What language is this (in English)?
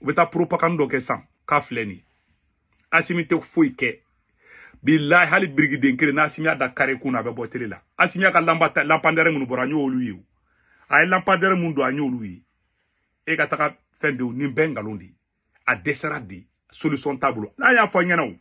Bambara